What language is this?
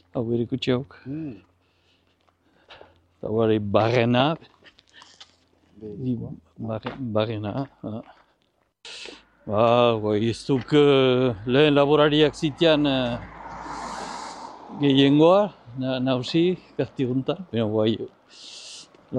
Basque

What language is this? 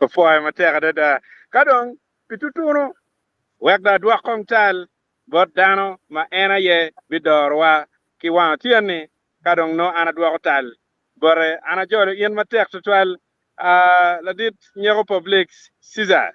Acoli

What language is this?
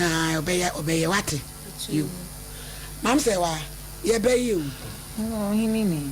Akan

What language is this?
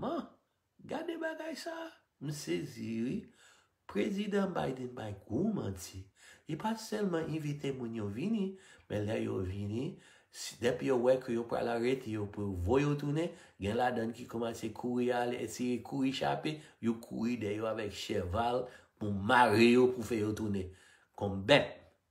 Haitian Creole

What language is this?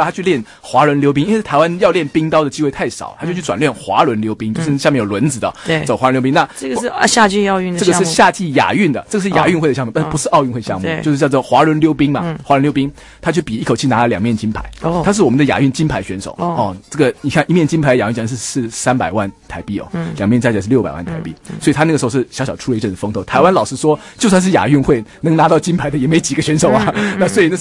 Chinese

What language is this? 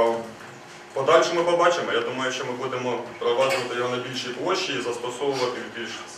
Ukrainian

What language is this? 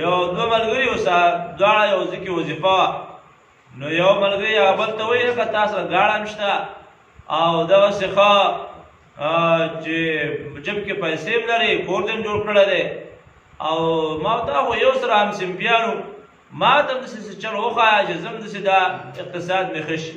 Pashto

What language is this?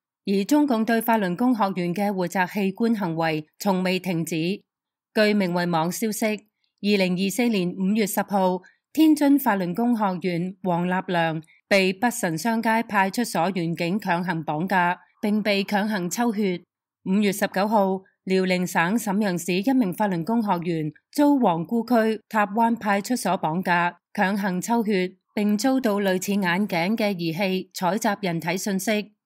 Cantonese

